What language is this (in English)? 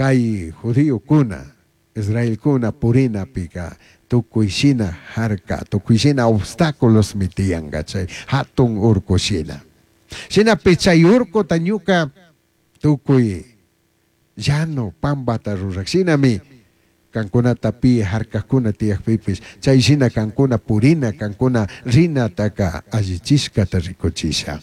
Chimborazo Highland Quichua